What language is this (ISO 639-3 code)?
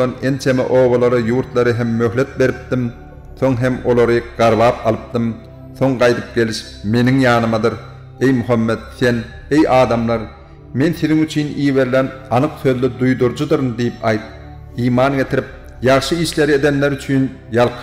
tuk